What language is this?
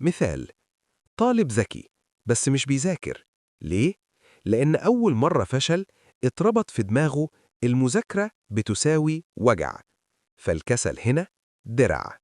Egyptian Arabic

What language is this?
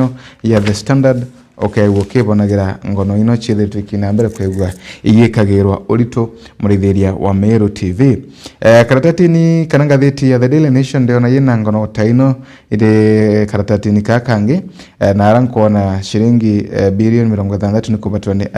Meru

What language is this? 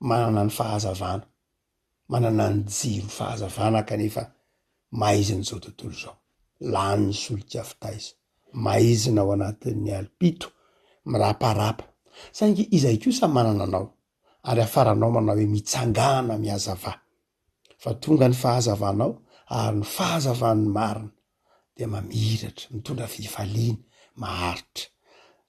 Malagasy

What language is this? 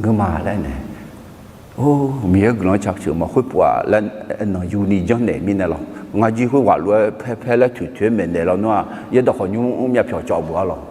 Akha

